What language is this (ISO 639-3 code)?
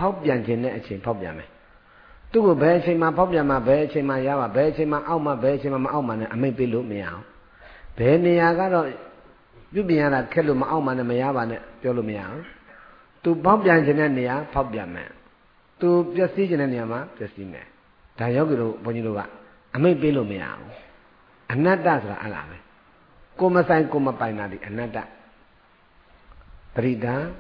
mya